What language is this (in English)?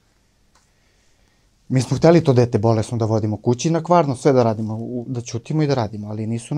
Serbian